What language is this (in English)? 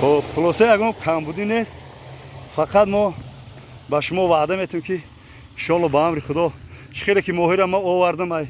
Tajik